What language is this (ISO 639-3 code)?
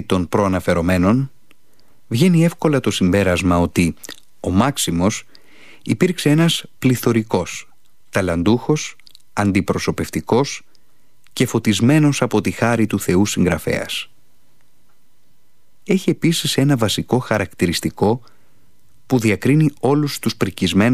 ell